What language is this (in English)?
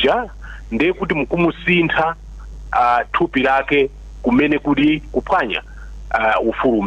Nyanja